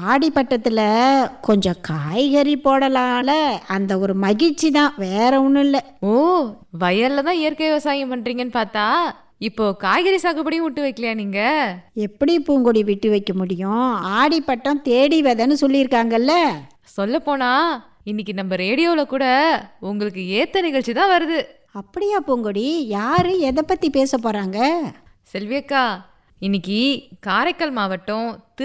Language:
Tamil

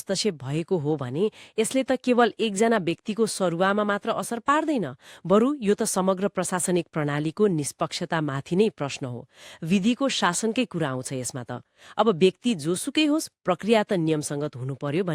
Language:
Nepali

